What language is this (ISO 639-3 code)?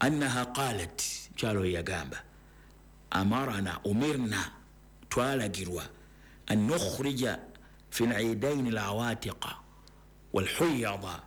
lug